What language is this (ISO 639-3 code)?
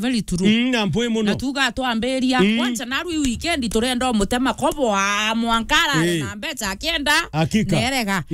mer